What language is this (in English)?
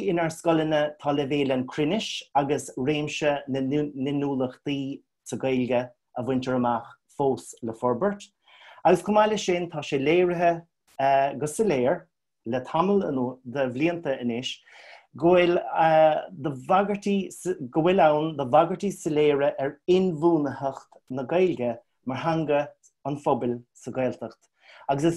Irish